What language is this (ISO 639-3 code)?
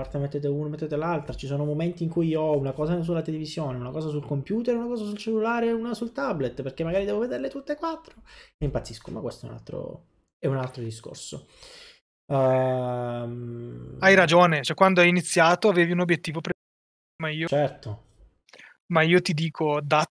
ita